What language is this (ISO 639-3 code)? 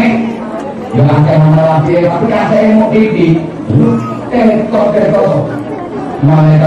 jav